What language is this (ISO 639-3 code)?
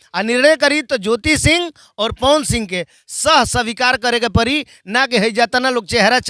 bho